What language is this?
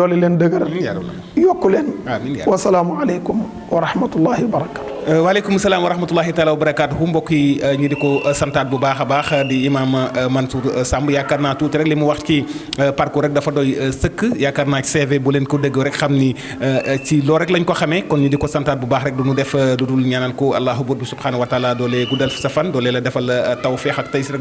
Wolof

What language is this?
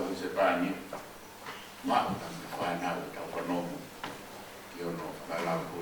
Tongan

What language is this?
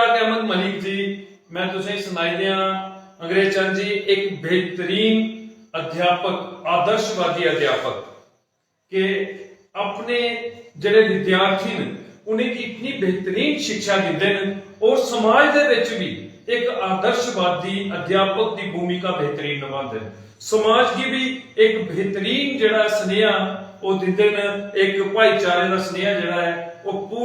Dogri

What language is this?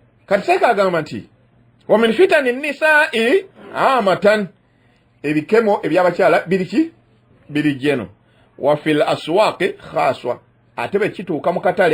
Ganda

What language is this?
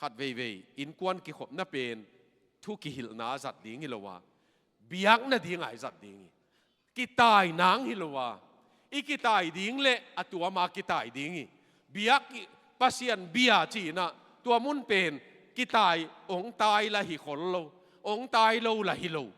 Tedim Chin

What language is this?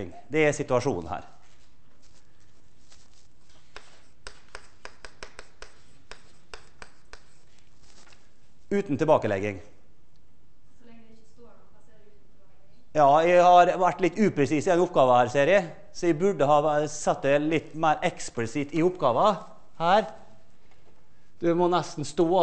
Norwegian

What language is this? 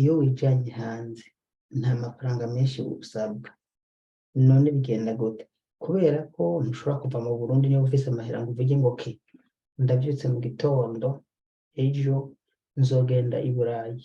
Rundi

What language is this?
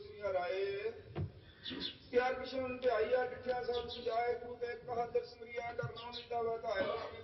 Punjabi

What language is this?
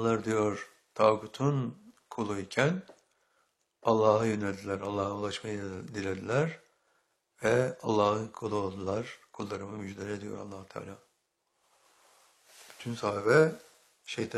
Turkish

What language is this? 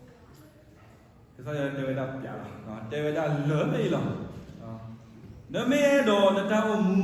S'gaw Karen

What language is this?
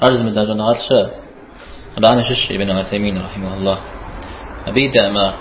Kabardian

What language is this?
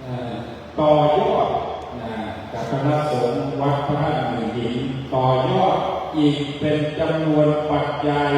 Pali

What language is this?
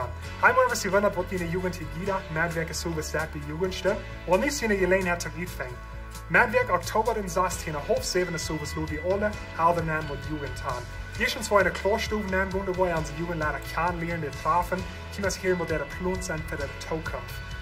Plautdietsch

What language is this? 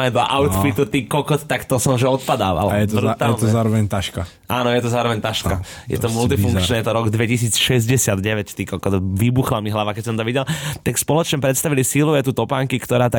Slovak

